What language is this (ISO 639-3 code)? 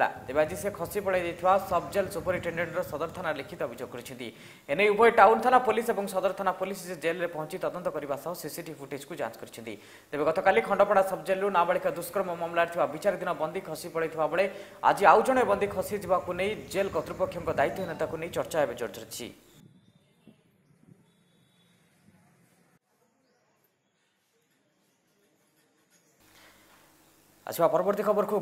ori